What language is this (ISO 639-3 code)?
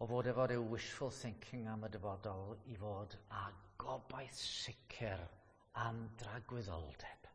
cym